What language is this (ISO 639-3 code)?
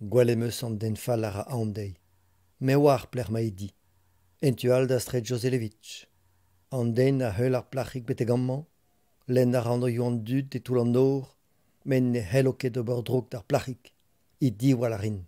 bre